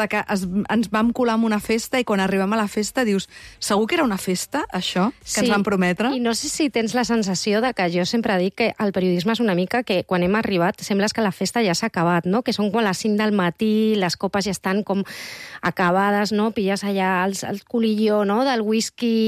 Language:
Catalan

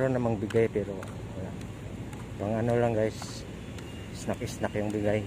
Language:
Filipino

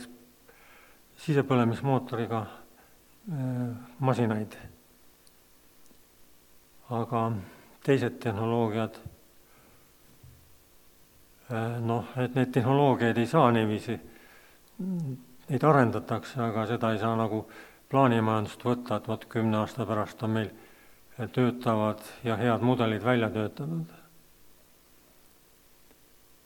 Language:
Estonian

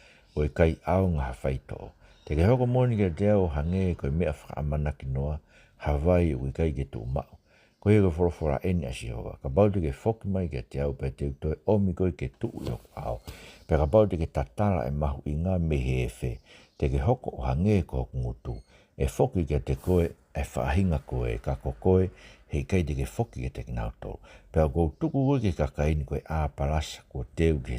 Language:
Tongan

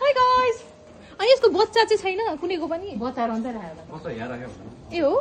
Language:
Nepali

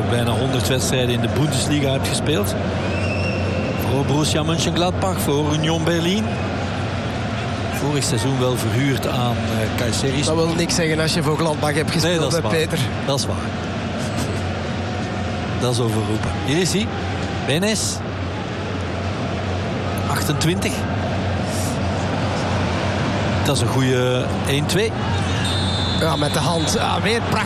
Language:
Dutch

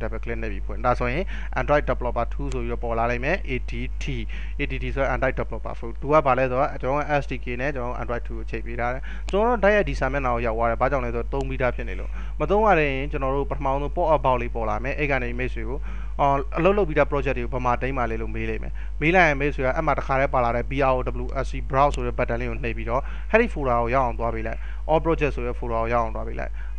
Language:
Burmese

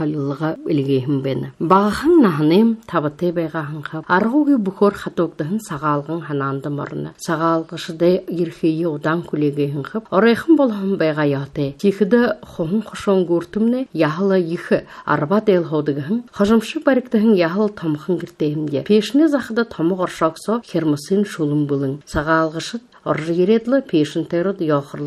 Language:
Buriat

